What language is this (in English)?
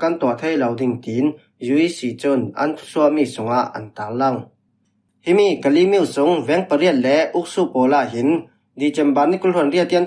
Falam Chin